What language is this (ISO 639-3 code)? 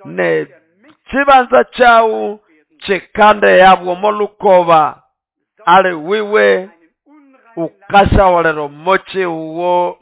nnb